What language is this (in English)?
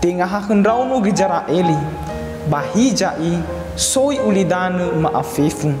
Nias